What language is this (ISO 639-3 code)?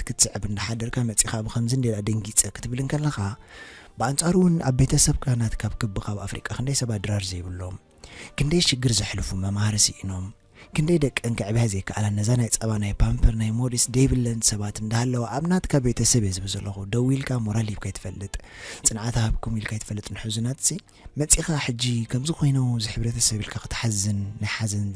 tir